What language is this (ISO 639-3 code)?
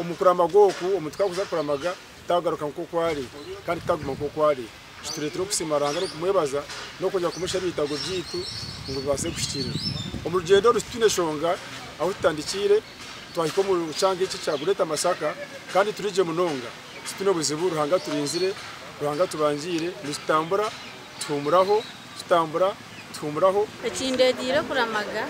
nyn